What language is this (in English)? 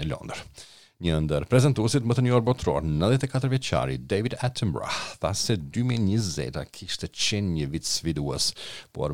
Albanian